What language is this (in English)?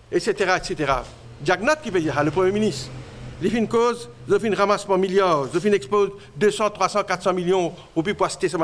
Morisyen